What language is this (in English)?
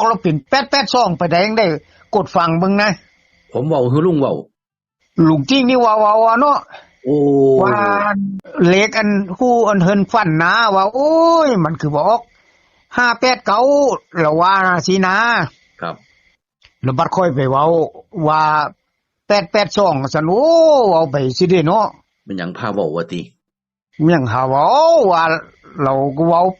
Northeastern Thai